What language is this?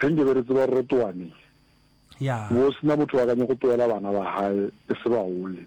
Northern Sotho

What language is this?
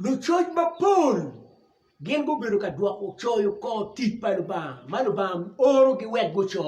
Acoli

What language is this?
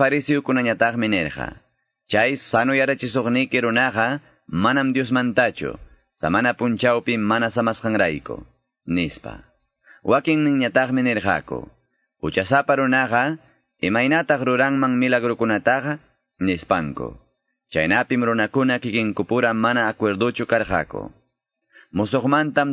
Quechua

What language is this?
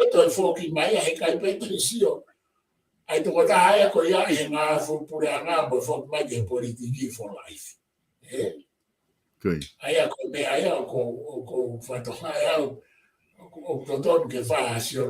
Tongan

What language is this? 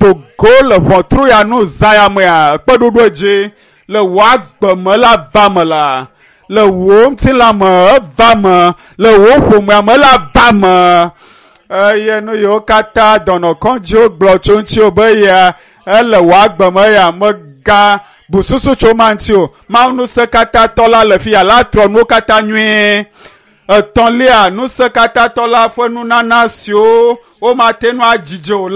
Ewe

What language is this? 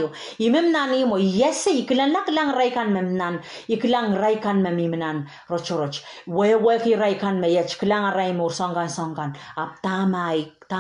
Pohnpeian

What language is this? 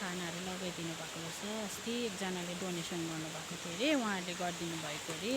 Nepali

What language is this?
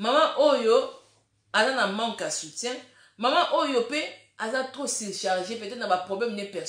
Lingala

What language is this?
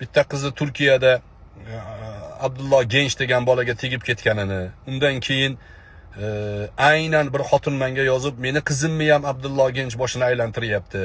Uzbek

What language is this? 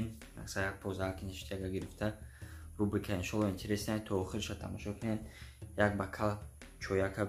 Tajik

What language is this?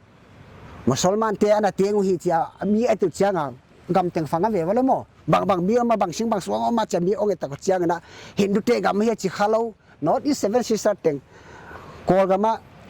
Paite Chin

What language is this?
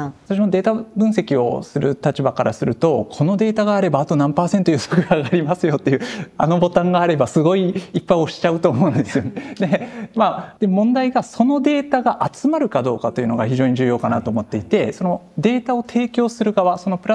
Japanese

